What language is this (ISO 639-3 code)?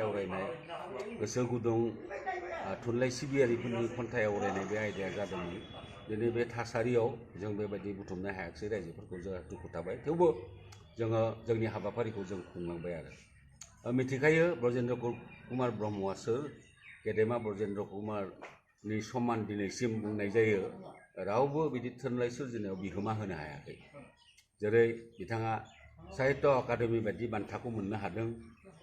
brx